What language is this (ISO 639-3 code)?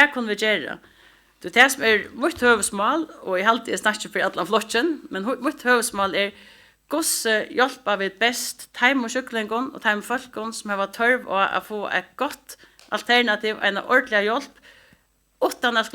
fao